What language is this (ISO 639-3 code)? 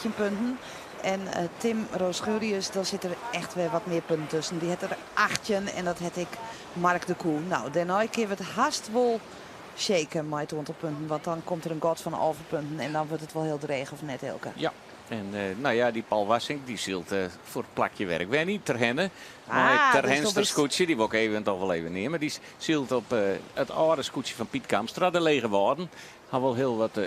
fry